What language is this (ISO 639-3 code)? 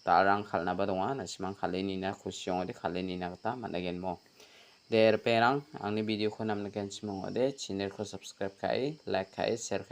grt